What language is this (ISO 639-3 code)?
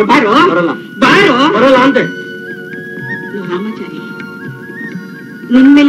kan